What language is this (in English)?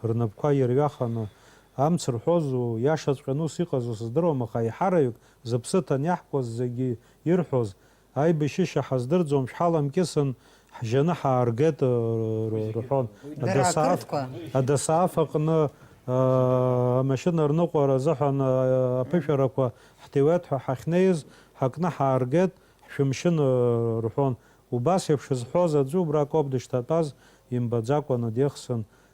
Abkhazian